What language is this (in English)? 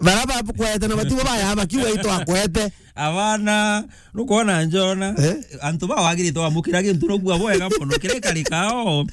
Meru